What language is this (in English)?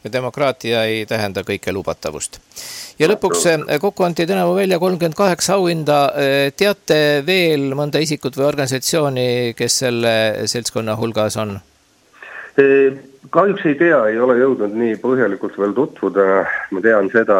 Estonian